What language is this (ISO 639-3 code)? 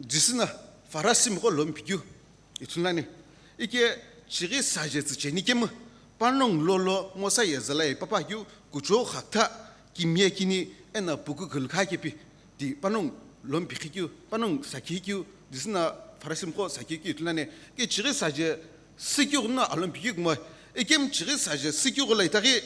nsm